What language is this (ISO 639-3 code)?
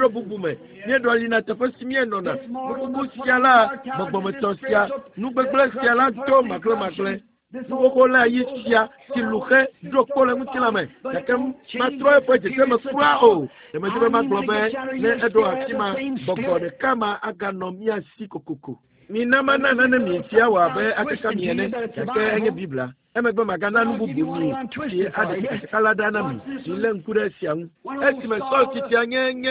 ewe